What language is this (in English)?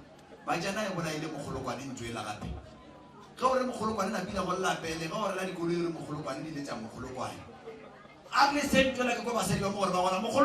Northern Sotho